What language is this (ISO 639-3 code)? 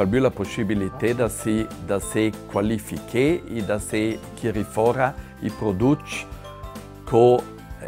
ita